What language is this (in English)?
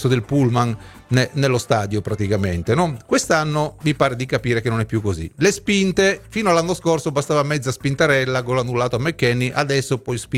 Italian